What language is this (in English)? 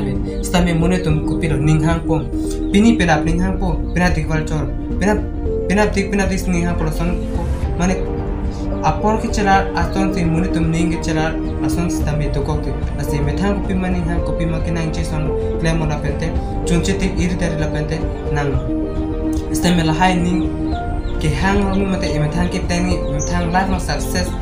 Karbi